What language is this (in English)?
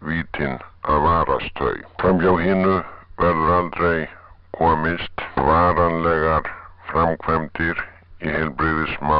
Icelandic